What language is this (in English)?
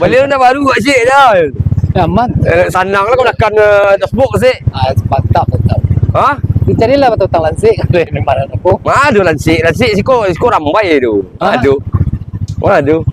Minangkabau